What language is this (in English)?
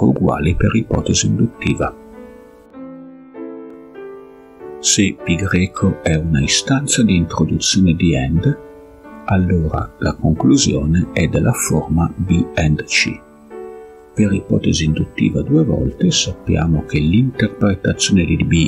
Italian